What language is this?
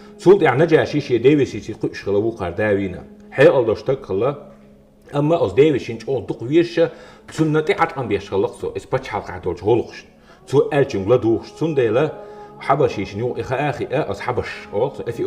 Chechen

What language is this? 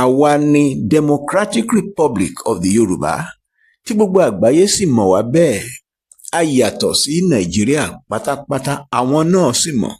Yoruba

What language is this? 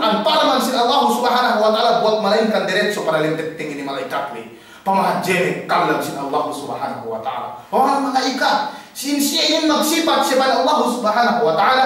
Yakan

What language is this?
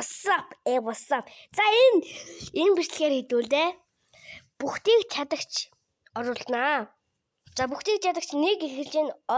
Mongolian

